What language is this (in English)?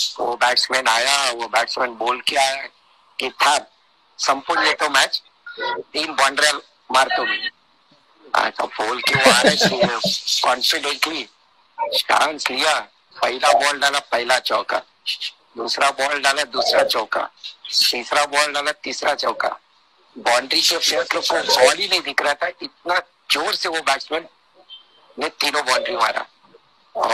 Marathi